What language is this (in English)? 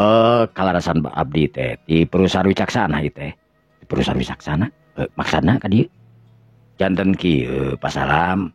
Sundanese